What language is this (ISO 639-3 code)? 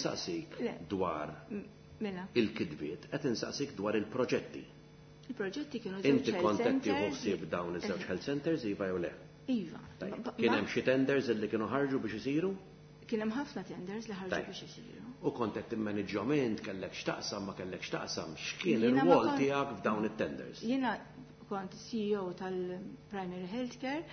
mlt